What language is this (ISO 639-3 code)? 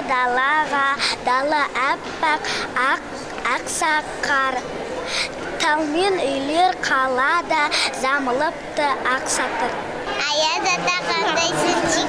kaz